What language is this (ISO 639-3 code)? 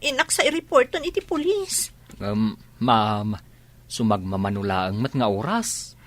ilo